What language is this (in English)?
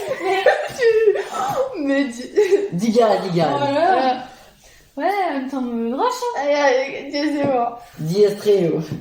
Breton